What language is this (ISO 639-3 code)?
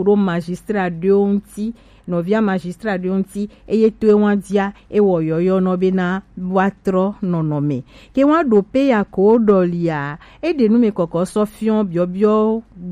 gej